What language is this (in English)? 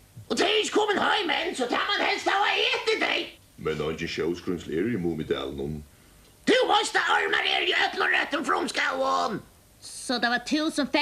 Faroese